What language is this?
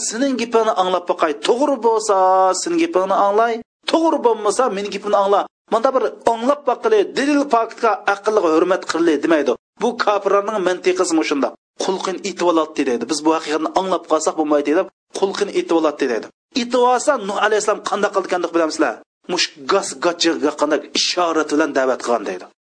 Uyghur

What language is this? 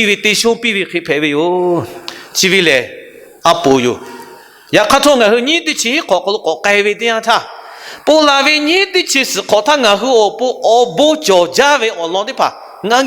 Lahu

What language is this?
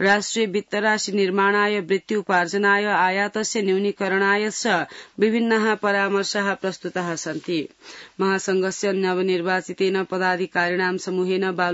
Sanskrit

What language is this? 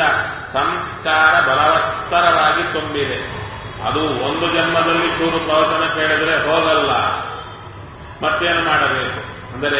Kannada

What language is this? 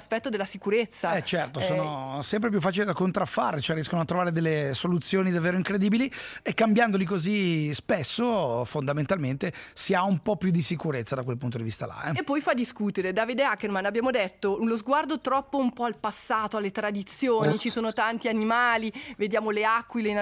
Italian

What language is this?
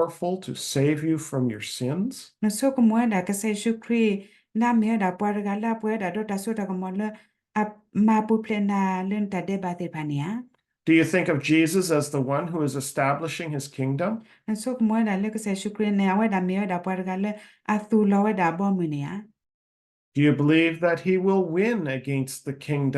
S'gaw Karen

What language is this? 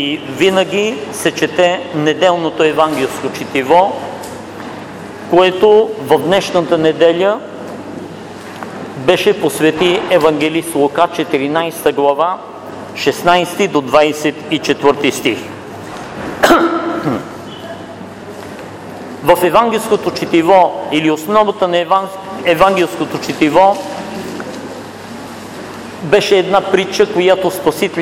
Bulgarian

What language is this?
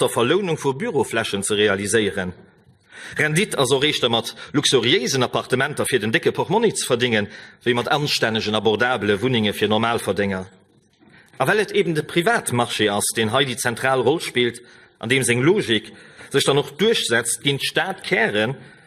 Luxembourgish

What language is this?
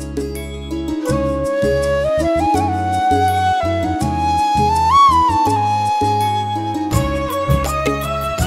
Kannada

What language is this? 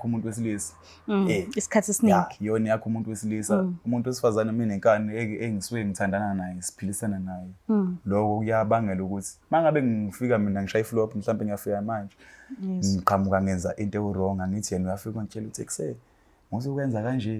Zulu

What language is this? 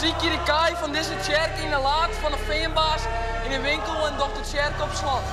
Western Frisian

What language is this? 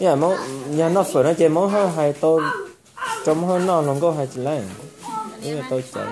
Hmong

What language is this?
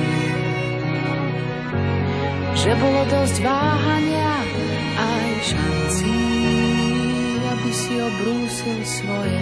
Slovak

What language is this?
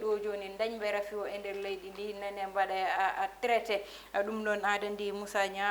Fula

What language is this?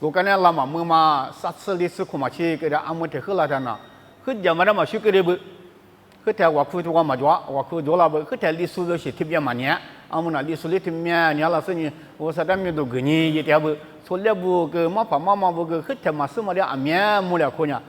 Lisu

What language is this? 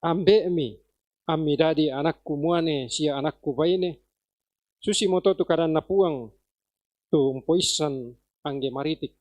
Toraja-Sa'dan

